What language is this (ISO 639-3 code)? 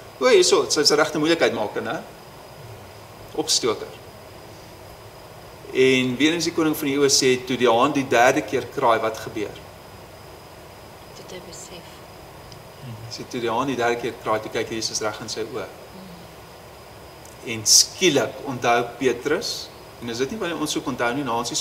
afr